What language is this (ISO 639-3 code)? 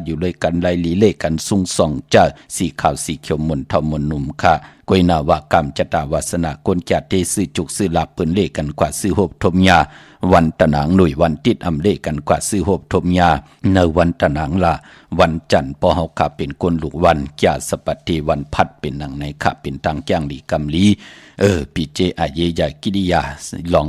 shn